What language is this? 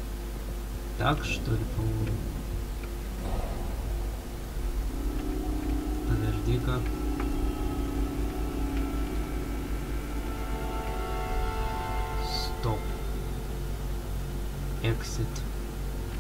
Russian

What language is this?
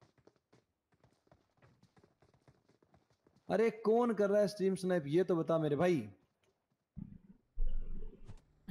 Hindi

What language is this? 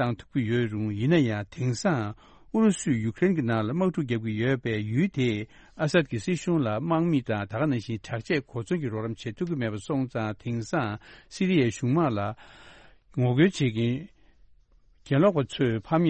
Tibetan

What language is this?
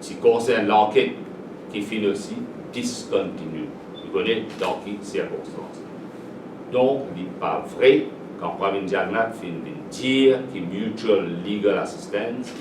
Morisyen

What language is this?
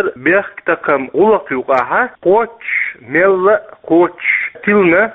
Chechen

